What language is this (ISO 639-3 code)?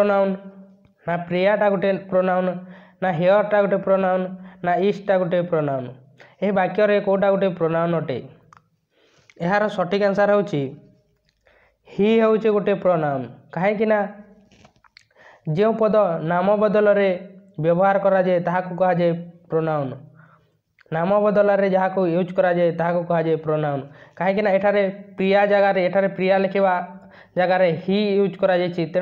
ori